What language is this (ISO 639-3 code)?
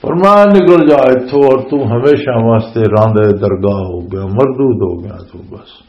lah